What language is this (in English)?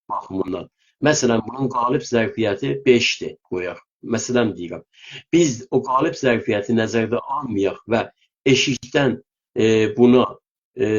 South Azerbaijani